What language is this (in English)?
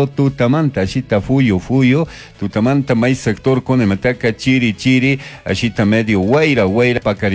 Chimborazo Highland Quichua